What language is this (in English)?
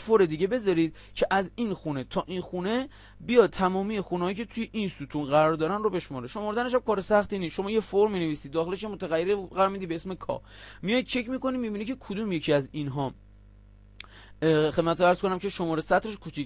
Persian